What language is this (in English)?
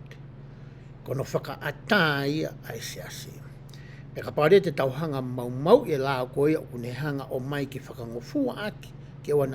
Tongan